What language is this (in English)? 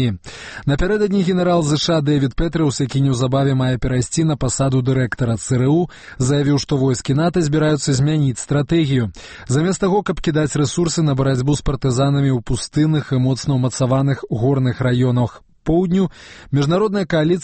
Belarusian